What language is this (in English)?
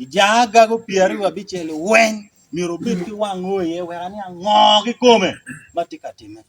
Acoli